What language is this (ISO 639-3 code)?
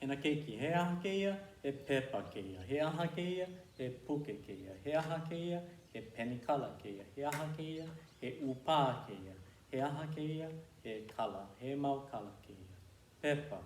haw